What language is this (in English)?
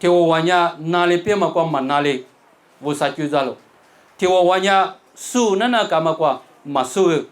Lisu